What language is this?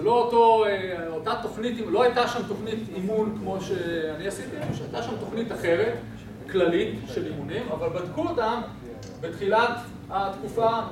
Hebrew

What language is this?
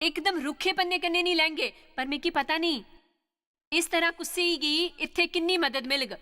Dogri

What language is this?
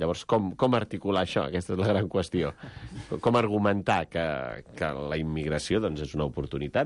Catalan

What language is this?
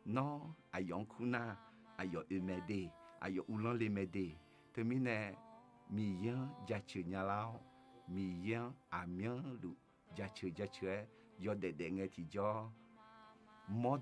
Akha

